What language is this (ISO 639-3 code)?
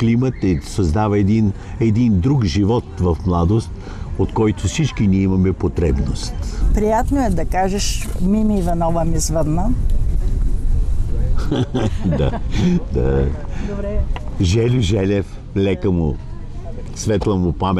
bul